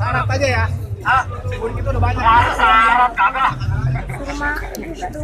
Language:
Betawi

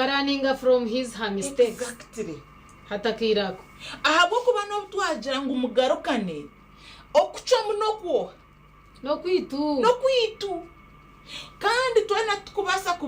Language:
Nyankole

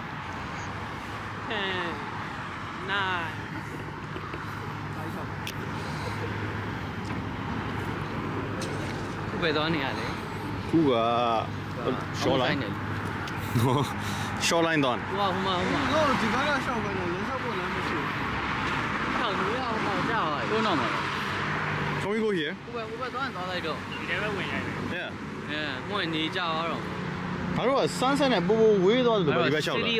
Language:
Burmese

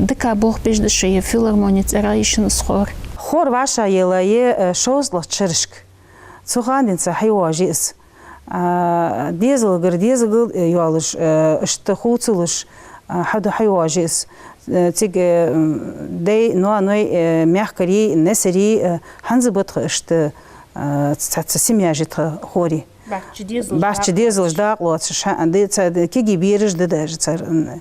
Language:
Ingush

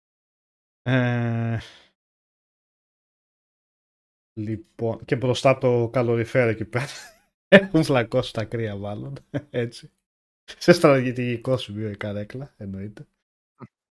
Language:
Greek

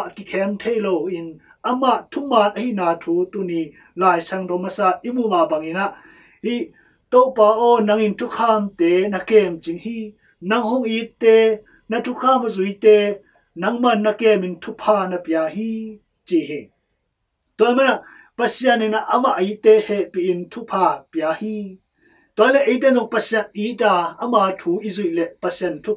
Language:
Tedim Chin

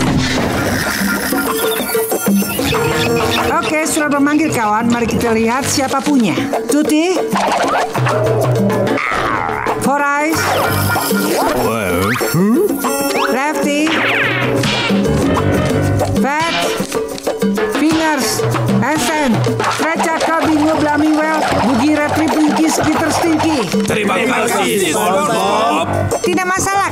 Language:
Indonesian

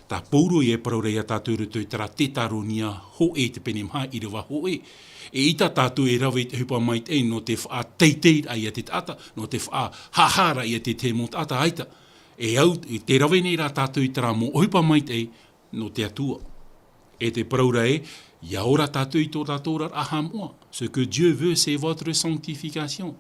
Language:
Tahitian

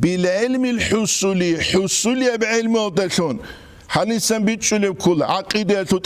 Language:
Avaric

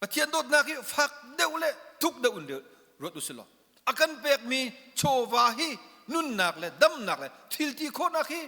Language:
Hakha Chin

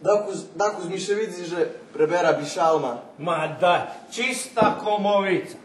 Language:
Rusyn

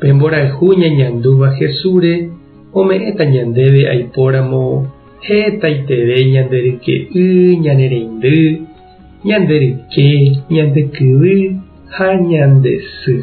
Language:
Guarani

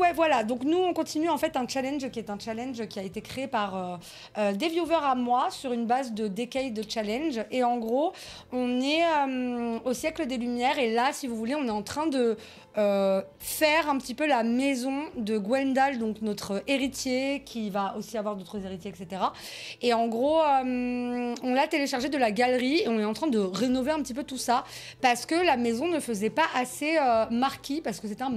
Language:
French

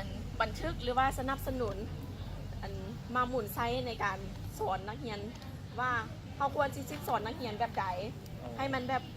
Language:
Lao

